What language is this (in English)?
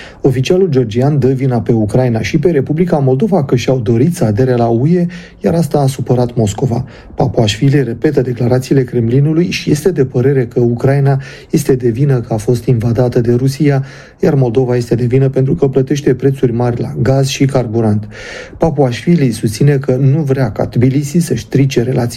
Romanian